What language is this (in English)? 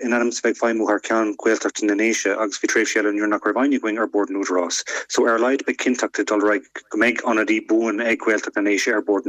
Irish